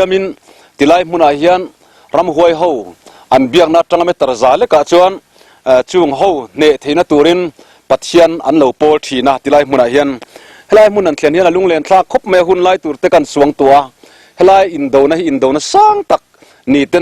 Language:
Mizo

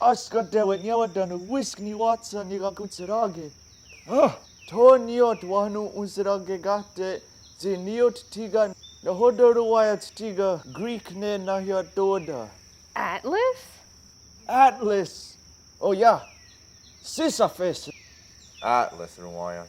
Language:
Mohawk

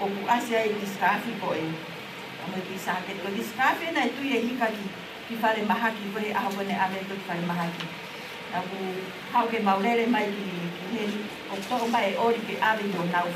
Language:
Tongan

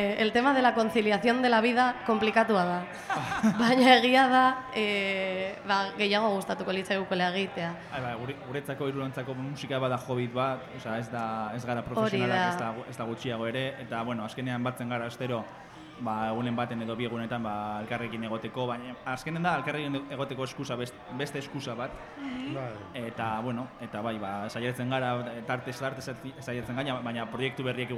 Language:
Basque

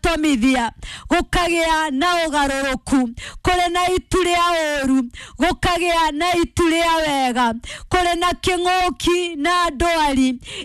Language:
Kikuyu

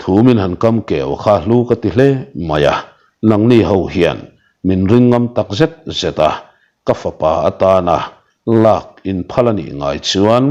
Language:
Mizo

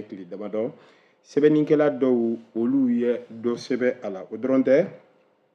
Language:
Bambara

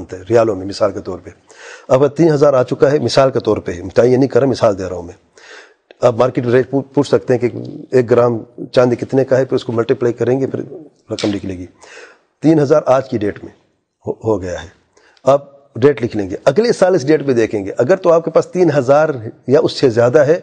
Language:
Urdu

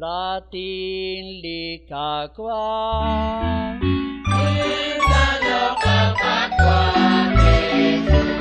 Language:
Kekchí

